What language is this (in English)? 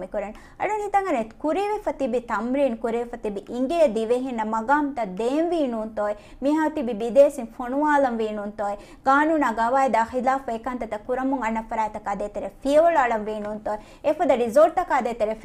Divehi